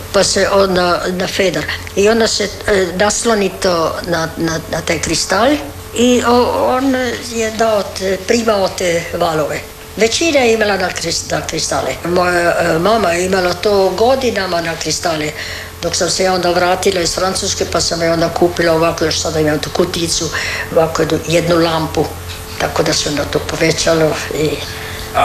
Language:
Croatian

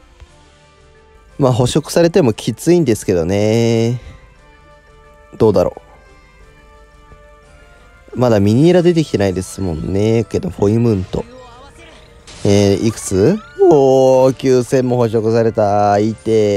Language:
Japanese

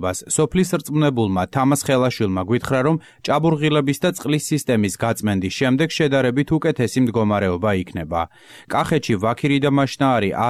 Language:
Georgian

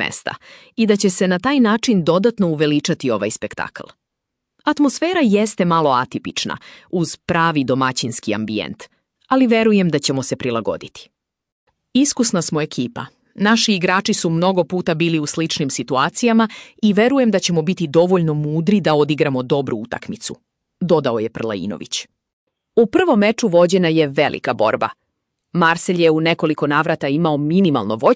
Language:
Serbian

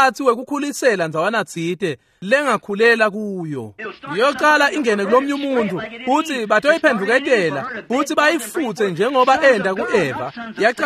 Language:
Swati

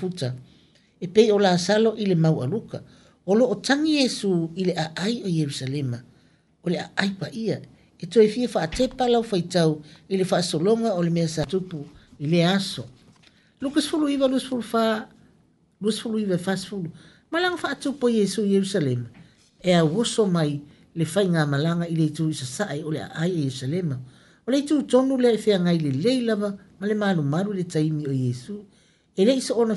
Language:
Samoan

